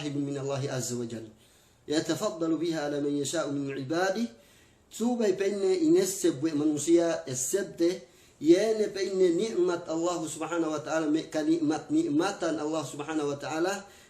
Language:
Yakan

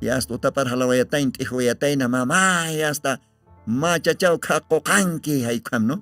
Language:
Aymara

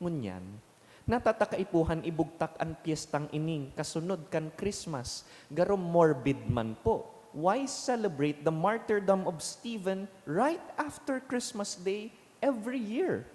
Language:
Bikol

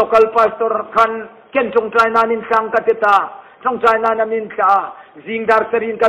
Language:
Hmar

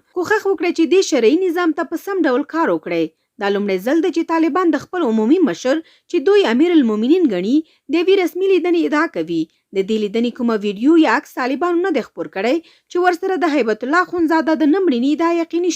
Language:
Pashto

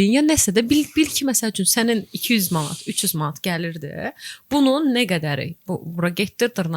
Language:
Azerbaijani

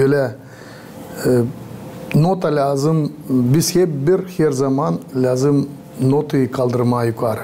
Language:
Gagauz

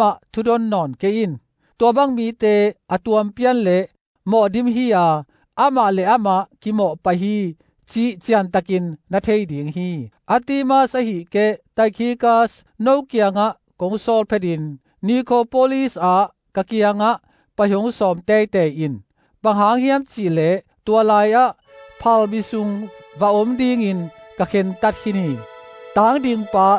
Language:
Tedim Chin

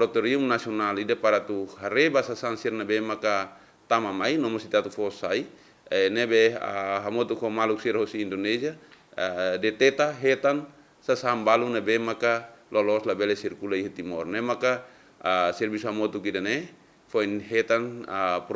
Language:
Tetum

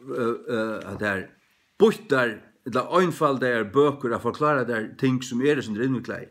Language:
Faroese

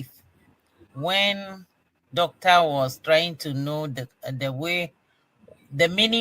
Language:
Ewe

